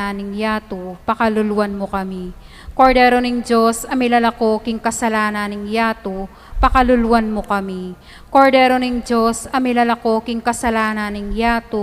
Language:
Pampanga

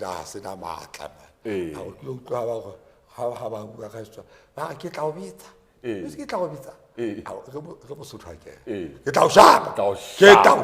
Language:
Southern Sotho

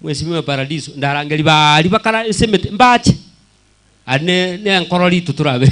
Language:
Gusii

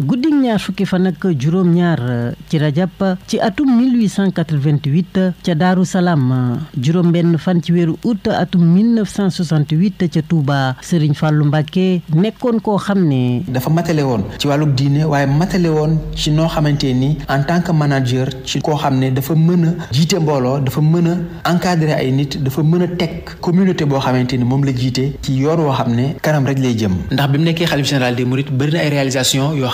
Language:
Wolof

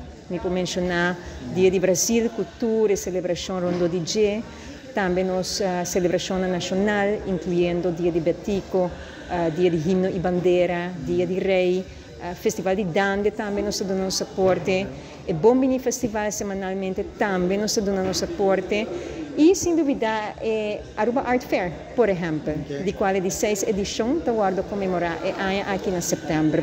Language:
Papiamento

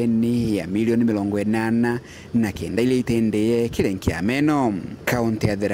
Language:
Meru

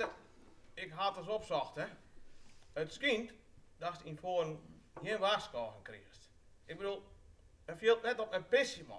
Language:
Western Frisian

